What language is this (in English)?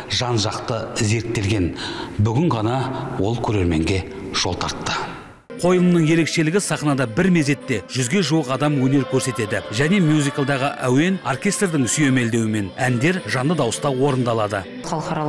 Kazakh